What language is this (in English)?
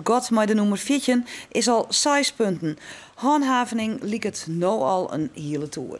Western Frisian